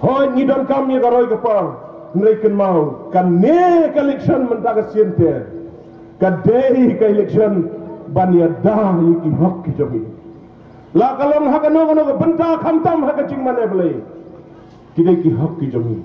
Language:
Khasi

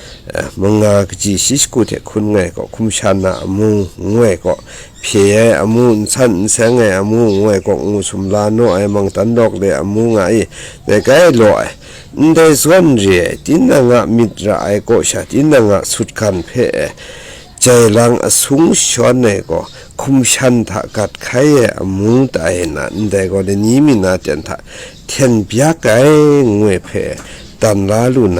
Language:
Kachin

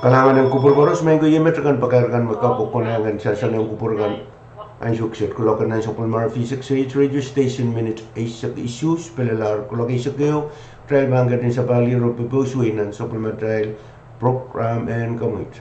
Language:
Pohnpeian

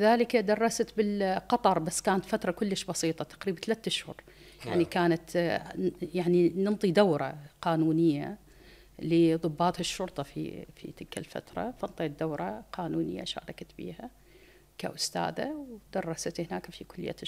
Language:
Mesopotamian Arabic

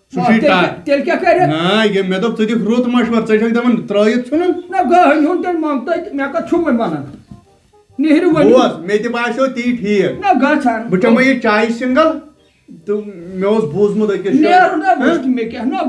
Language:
Kashmiri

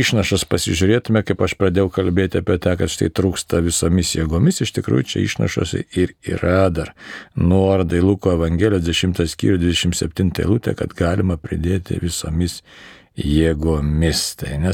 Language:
Lithuanian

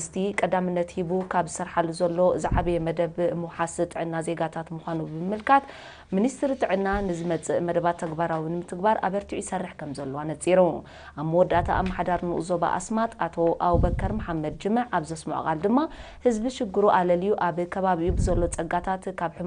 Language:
Tigrinya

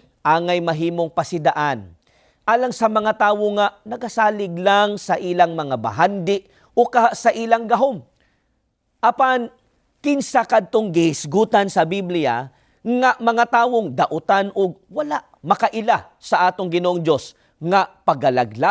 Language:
Cebuano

